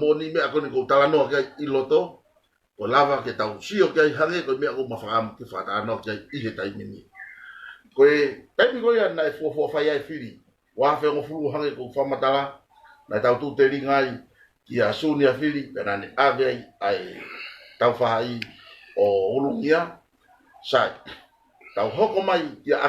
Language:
Tongan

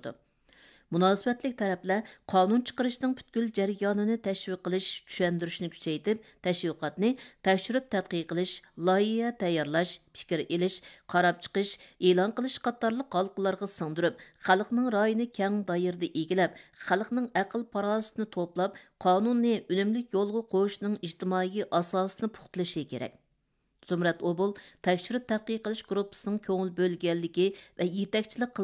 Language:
Uyghur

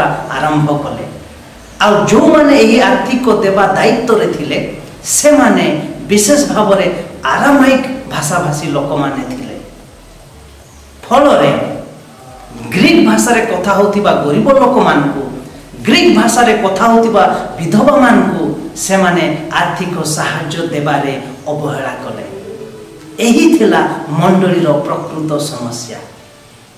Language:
Odia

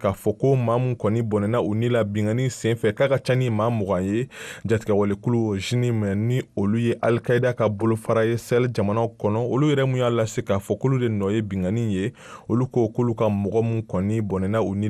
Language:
Bambara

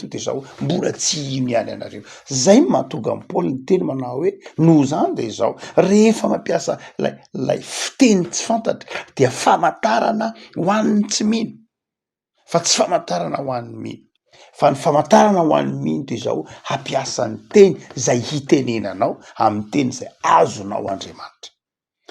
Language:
Malagasy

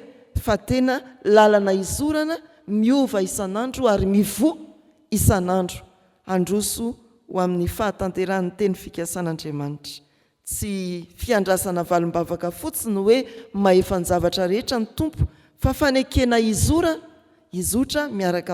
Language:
Malagasy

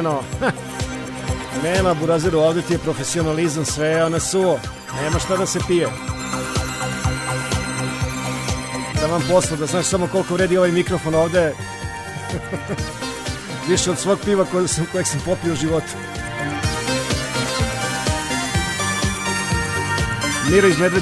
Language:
Serbian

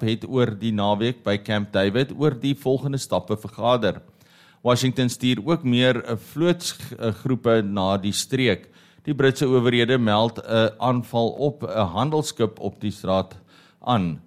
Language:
Afrikaans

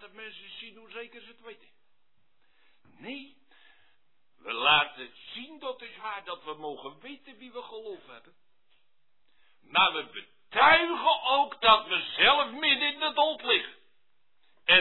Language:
Dutch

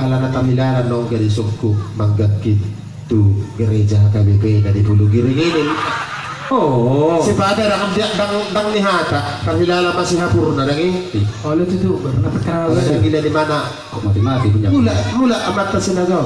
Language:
Batak Toba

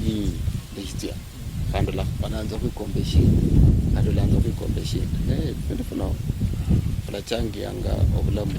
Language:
Luyia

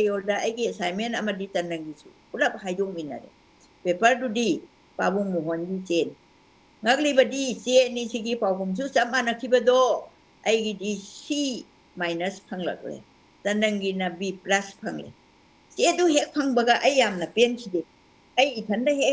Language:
Manipuri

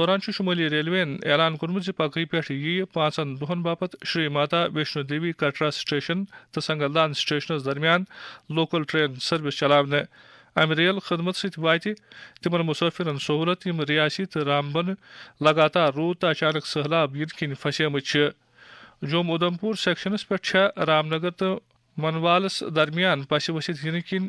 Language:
Kashmiri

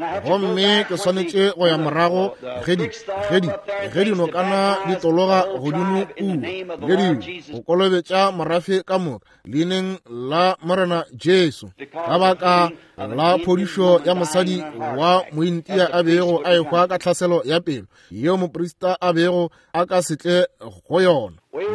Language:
Northern Sotho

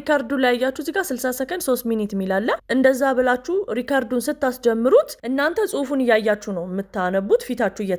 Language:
Amharic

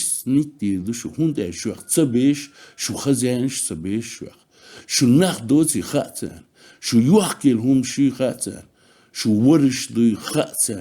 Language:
Chechen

